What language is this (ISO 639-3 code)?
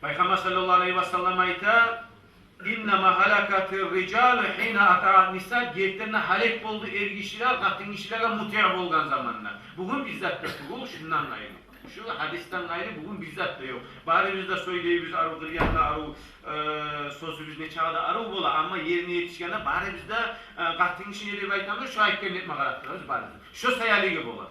kum